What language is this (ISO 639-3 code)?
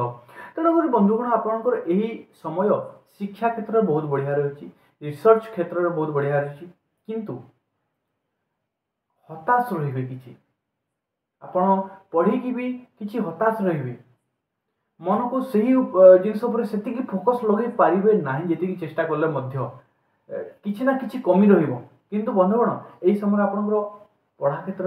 ori